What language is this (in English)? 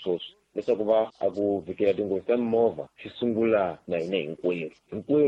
Tsonga